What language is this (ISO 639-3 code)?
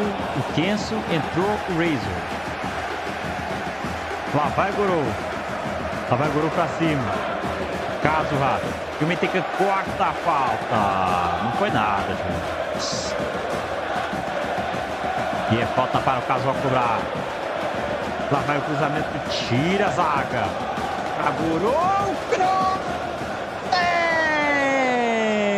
por